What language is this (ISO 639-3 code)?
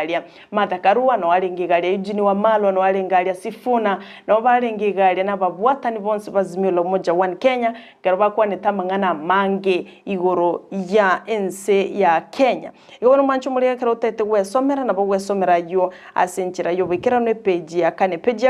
guz